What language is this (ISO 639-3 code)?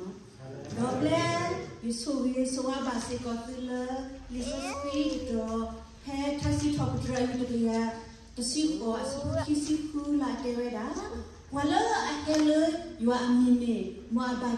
ksw